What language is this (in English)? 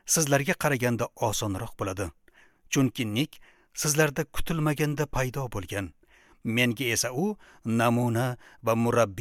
Uzbek